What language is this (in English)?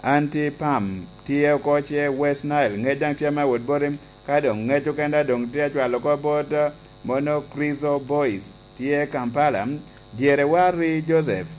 Lango (Uganda)